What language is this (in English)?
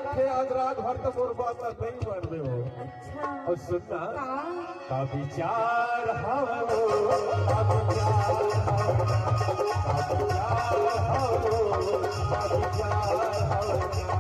Chhattisgarhi